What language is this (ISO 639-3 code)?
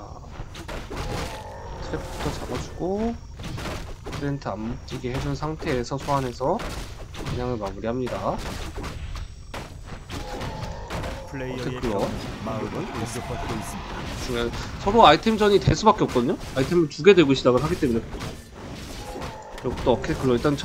kor